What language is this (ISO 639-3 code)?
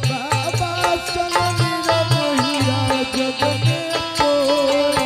anp